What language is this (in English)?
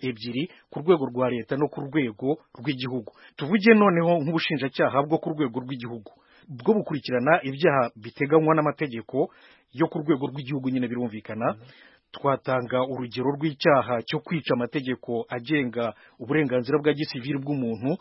Kinyarwanda